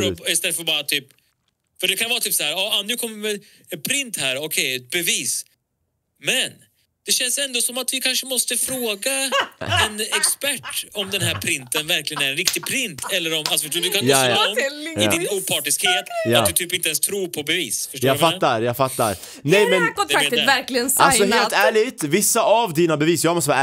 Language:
Swedish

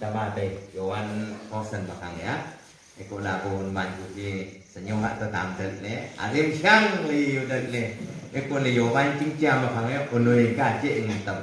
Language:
Naga Pidgin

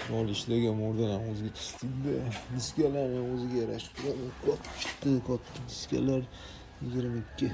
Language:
Uzbek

